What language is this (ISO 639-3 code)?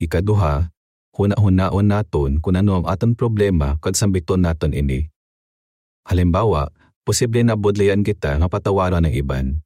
hil